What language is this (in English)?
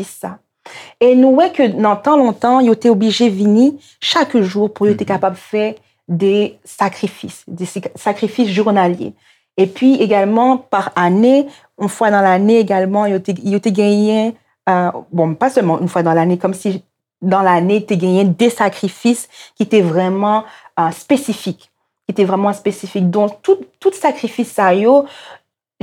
Haitian Creole